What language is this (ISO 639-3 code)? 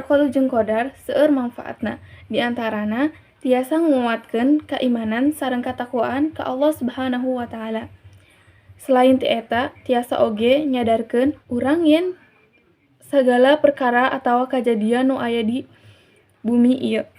sun